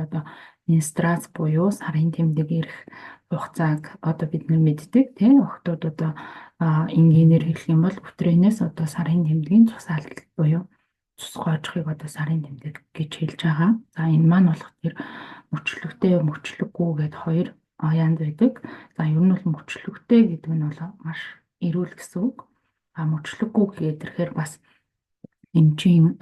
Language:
Mongolian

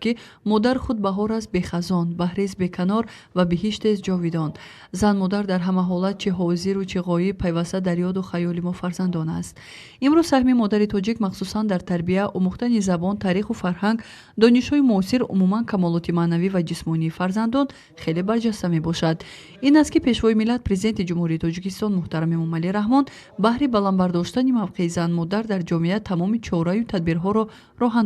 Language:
Tajik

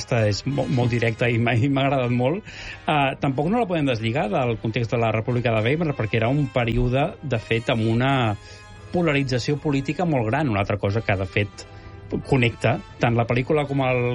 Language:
Catalan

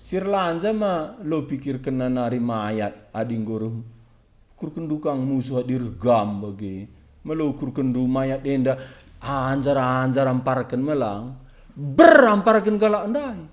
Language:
Batak Karo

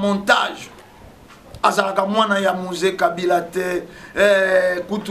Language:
Lingala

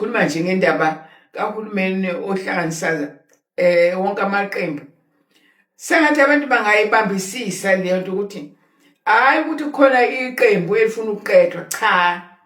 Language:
Zulu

